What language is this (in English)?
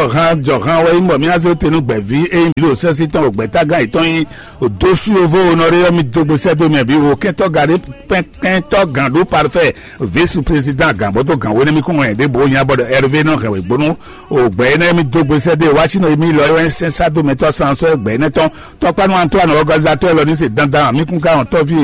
Fon